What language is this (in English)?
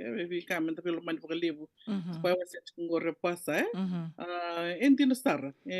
Fijian